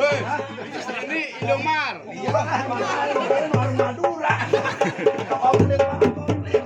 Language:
Betawi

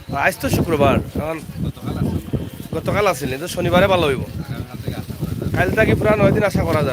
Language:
Sylheti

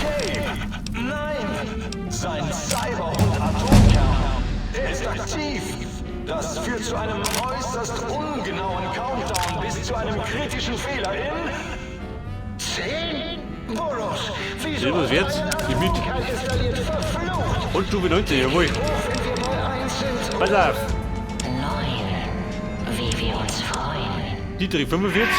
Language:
Bavarian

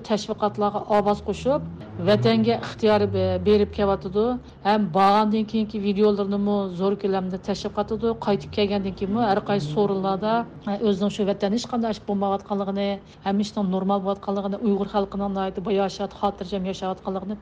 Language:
Uyghur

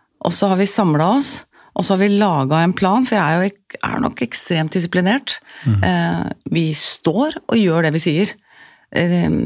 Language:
Norwegian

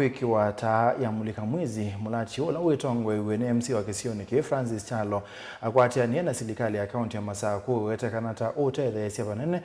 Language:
Kamba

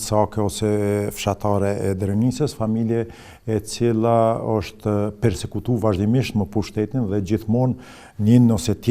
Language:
Albanian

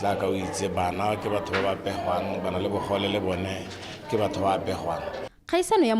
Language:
Tswana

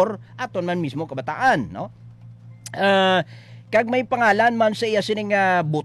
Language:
Hiligaynon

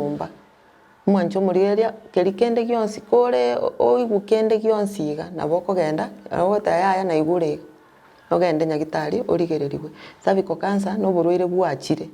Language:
Gusii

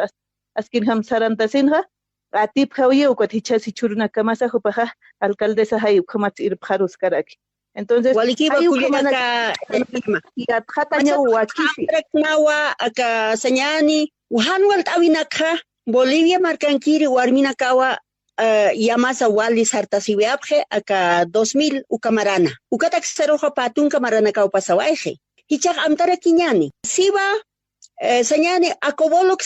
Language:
Aymara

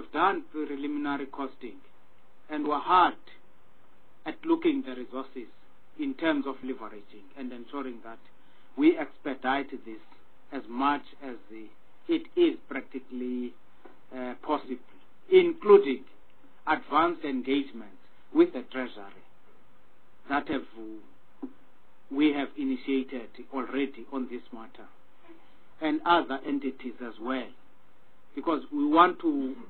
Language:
English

